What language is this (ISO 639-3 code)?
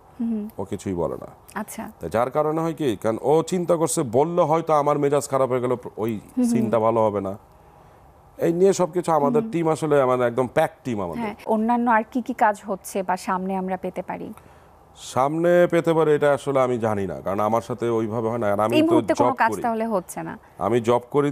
ben